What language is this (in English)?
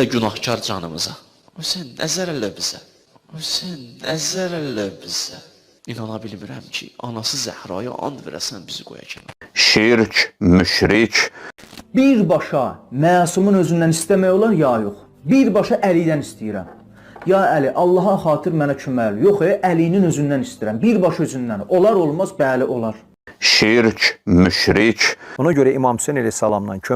Azerbaijani